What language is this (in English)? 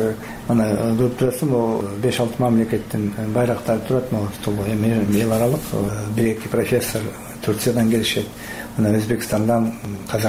Kyrgyz